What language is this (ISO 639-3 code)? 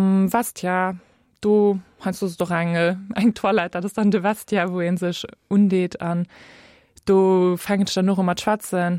ltz